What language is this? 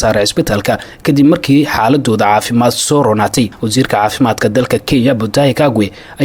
Somali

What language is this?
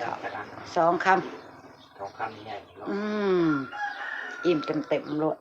Northeastern Thai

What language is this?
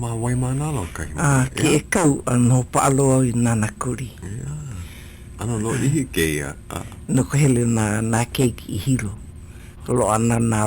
Hawaiian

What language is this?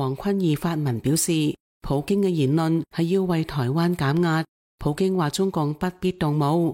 Cantonese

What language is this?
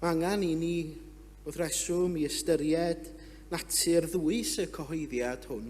Welsh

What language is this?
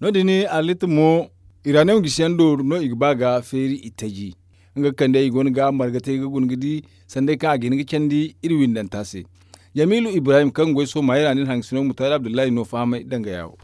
Zarma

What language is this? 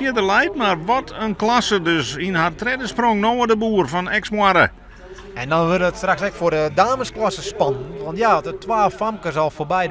Western Frisian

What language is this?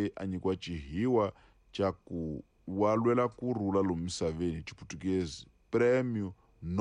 Tsonga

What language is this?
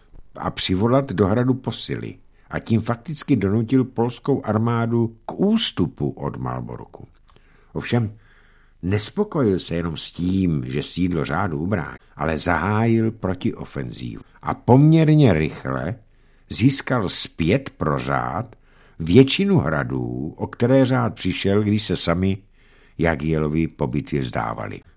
Czech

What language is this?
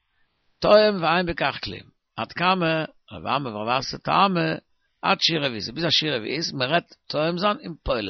Yiddish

